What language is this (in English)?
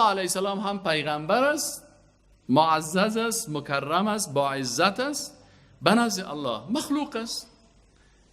Persian